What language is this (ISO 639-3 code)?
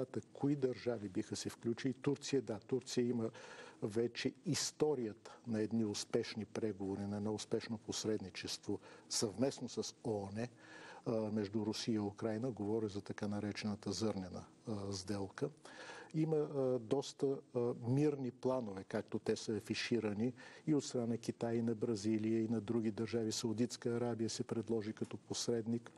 bul